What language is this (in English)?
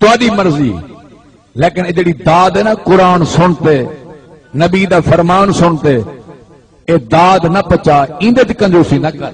Saraiki